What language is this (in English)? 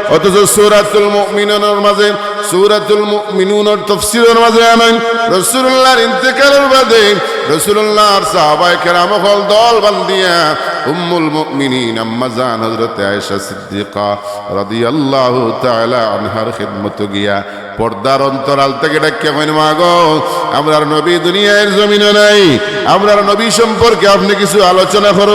Sylheti